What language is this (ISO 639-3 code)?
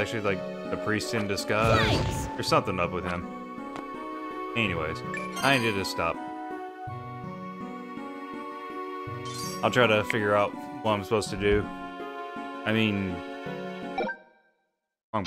eng